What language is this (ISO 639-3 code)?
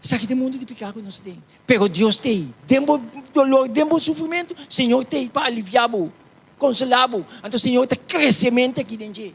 pap